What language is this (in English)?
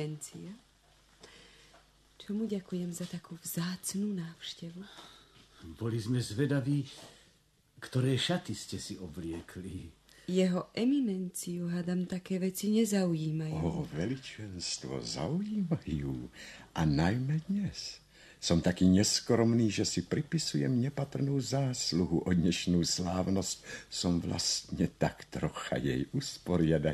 Slovak